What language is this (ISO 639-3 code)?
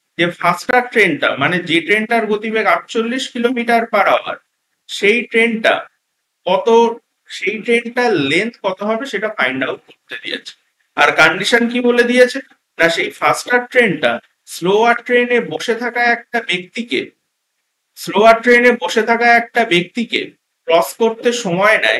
ben